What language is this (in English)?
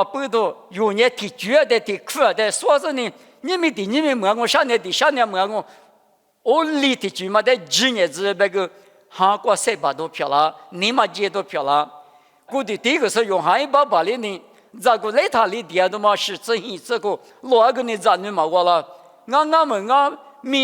Lisu